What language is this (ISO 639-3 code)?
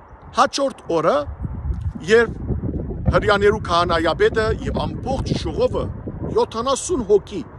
hyw